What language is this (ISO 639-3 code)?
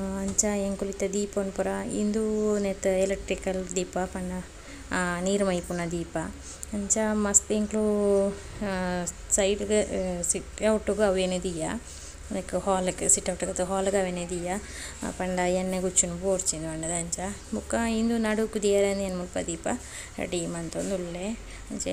tcy